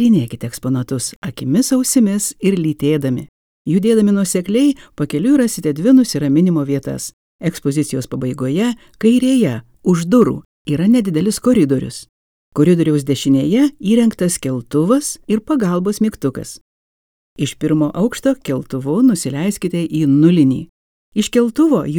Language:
Lithuanian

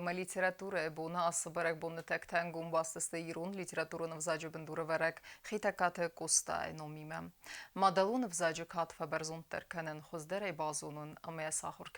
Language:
Ossetic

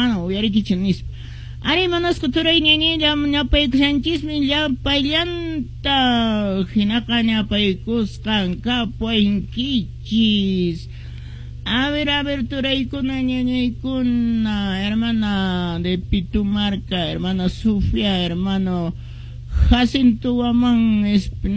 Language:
Quechua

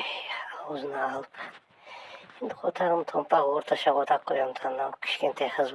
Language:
Kazakh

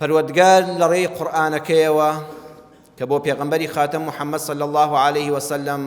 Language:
Central Kurdish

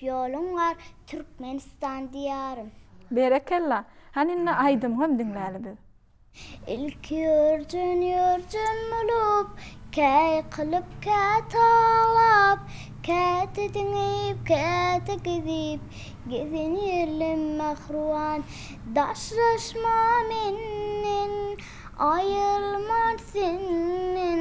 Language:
Turkmen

